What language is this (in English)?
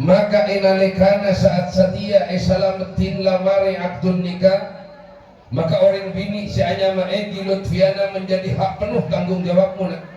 Madurese